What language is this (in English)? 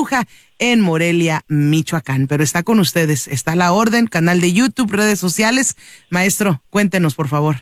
Spanish